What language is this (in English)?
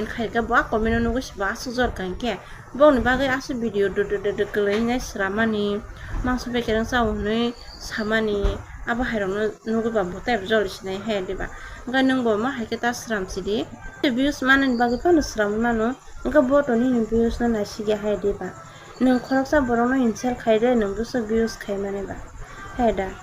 Kok Borok